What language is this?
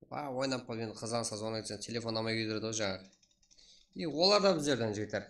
Kara-Kalpak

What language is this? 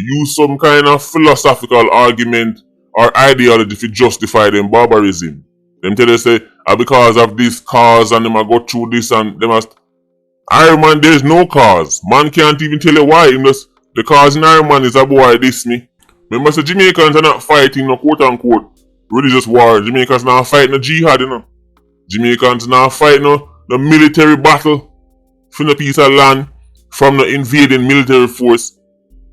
Jamaican Creole English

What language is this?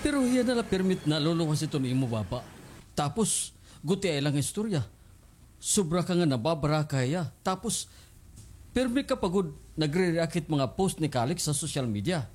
Waray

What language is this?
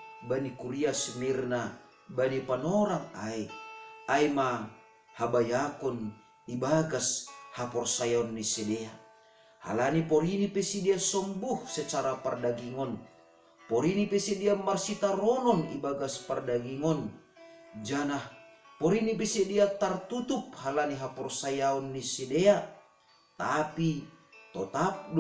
Batak Simalungun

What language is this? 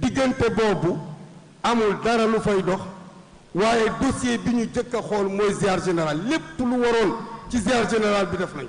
Wolof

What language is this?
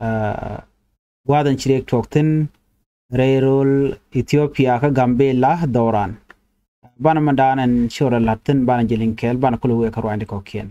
Nuer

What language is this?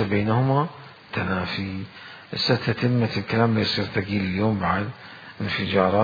Mesopotamian Arabic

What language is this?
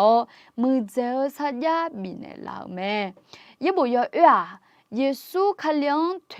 Akha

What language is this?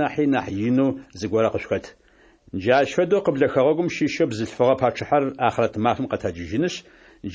Adyghe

